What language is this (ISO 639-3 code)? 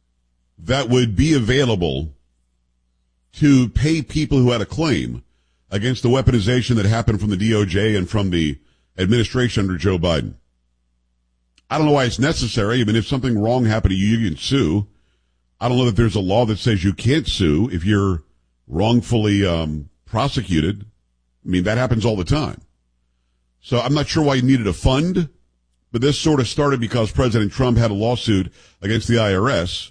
eng